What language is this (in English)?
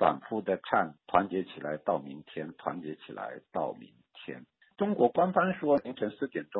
Chinese